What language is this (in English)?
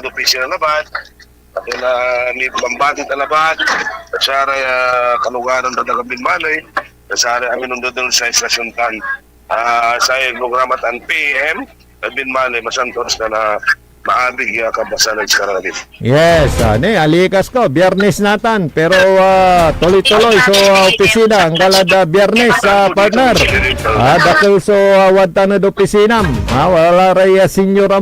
Pangasinan